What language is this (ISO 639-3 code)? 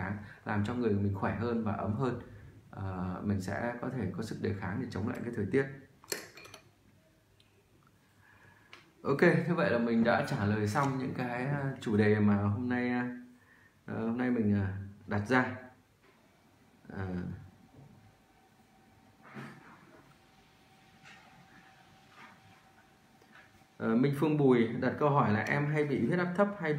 vie